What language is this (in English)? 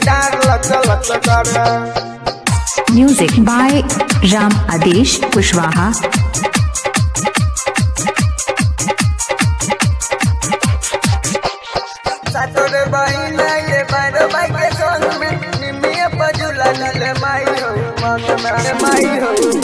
Bhojpuri